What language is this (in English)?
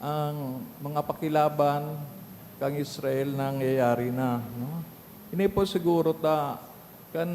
Bikol